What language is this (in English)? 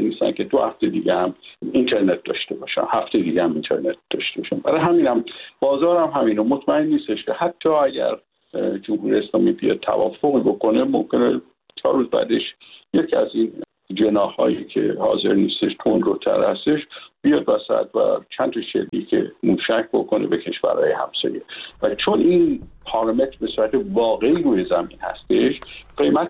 Persian